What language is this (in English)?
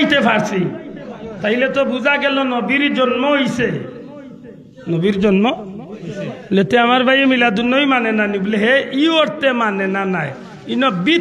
Sylheti